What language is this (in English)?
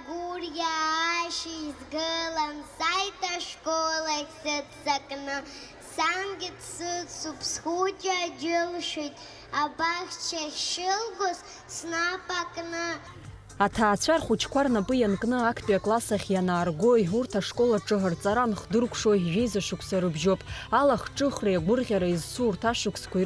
Abkhazian